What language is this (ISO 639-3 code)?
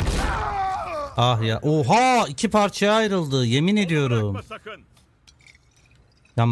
tur